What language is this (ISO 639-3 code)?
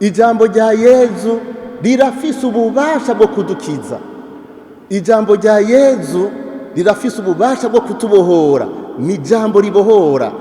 run